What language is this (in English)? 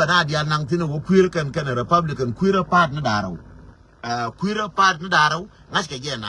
Nuer